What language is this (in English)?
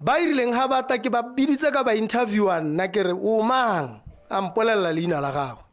Tswana